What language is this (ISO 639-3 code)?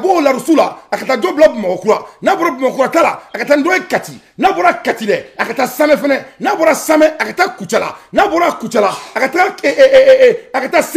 bam